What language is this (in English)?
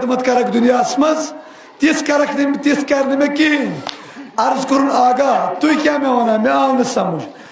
Kashmiri